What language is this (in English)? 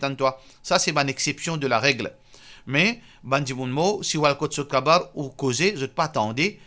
Morisyen